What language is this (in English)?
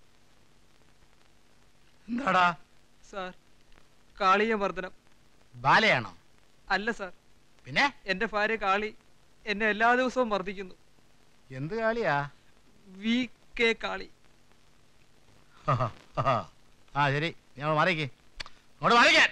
Malayalam